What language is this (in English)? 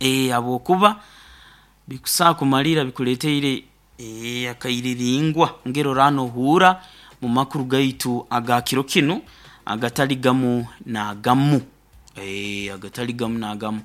Nyoro